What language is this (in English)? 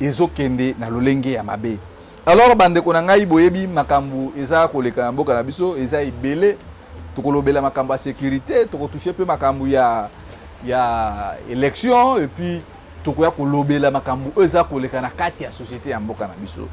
Lingala